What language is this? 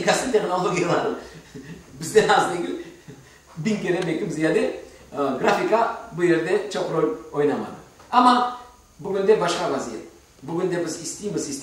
Crimean Tatar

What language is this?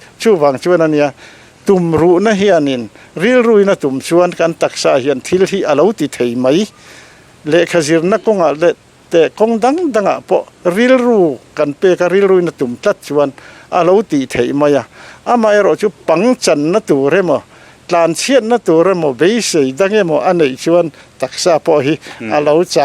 Mizo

